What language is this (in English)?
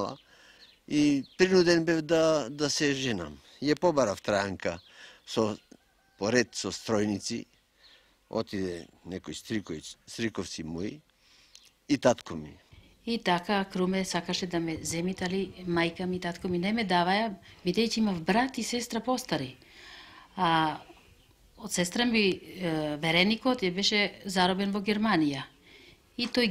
Macedonian